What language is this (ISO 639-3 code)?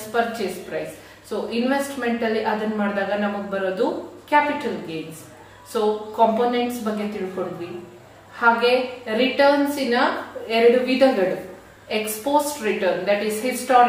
kan